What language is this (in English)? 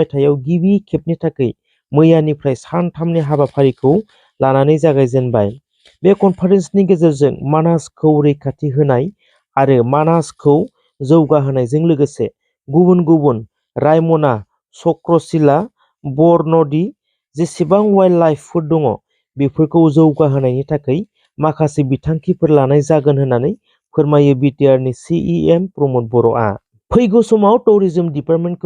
Bodo